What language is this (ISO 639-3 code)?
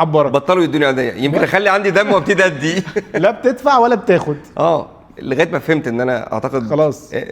arz